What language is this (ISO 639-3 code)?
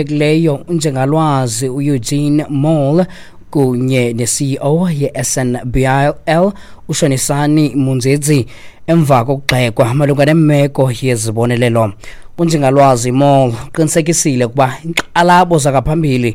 xho